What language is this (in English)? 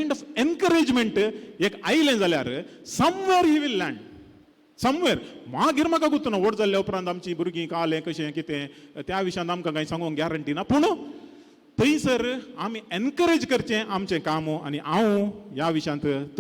Konkani